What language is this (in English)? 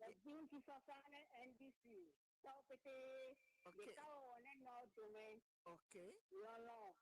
Ewe